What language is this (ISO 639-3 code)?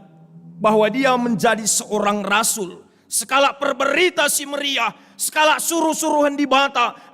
btx